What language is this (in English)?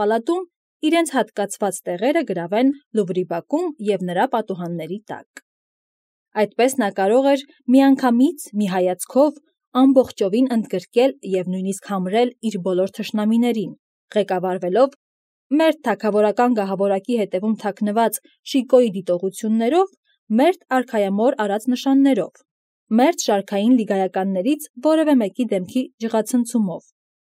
Armenian